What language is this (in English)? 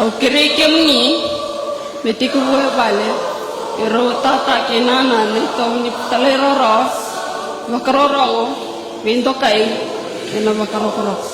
Fijian